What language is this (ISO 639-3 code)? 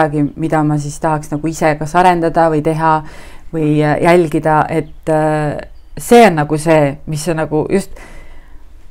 est